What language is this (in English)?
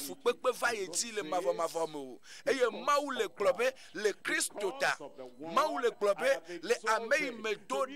Ewe